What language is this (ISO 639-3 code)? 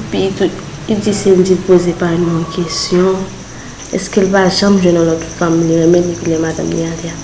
hat